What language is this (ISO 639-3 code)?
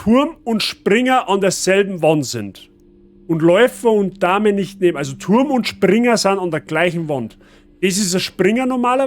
bar